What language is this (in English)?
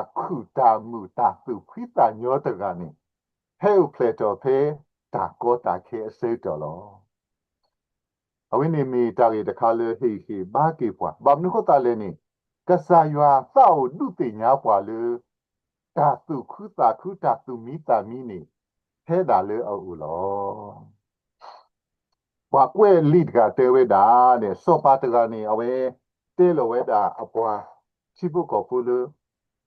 S'gaw Karen